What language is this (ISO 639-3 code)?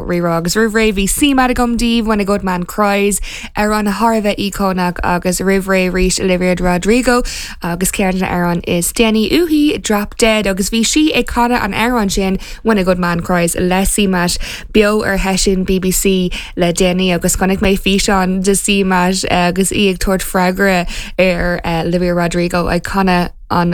gle